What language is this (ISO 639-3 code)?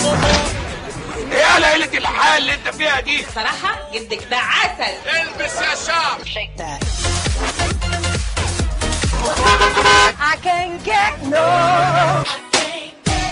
arz